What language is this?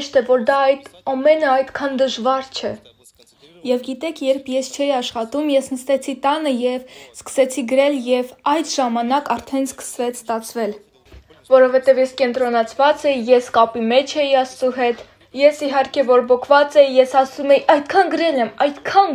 Armenian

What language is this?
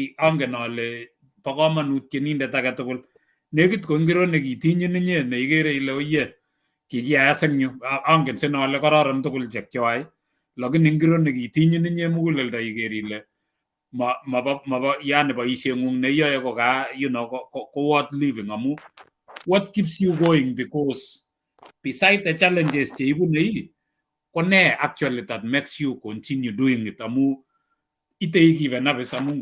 Kalenjin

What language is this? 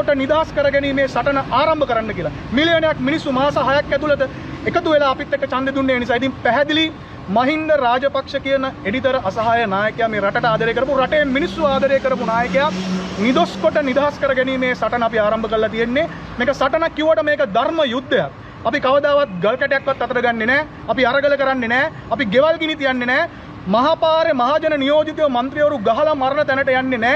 Sinhala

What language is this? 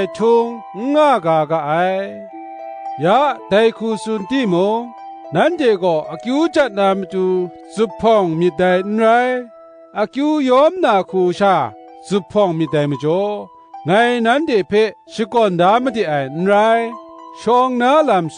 Kachin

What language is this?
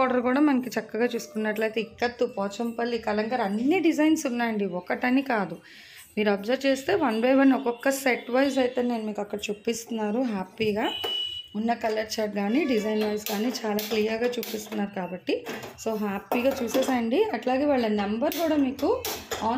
Telugu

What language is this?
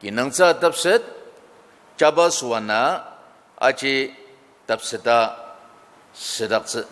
Ao Naga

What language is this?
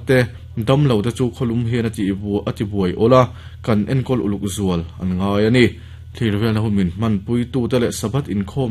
Mizo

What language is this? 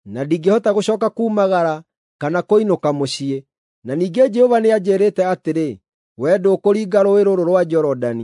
Kikuyu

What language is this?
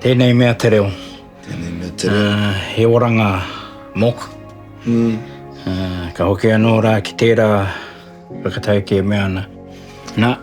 Māori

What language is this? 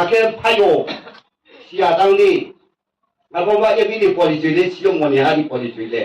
Riang (India)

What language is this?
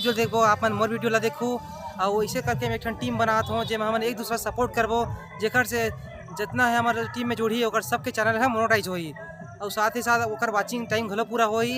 Chhattisgarhi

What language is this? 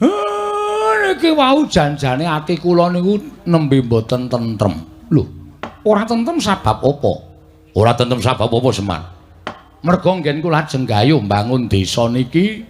Javanese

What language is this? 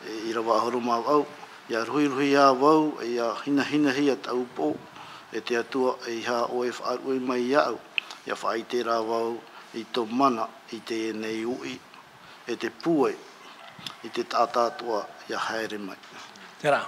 Tahitian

